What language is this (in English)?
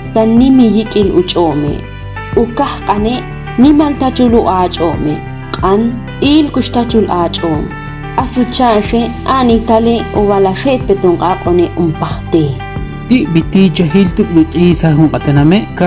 Ixil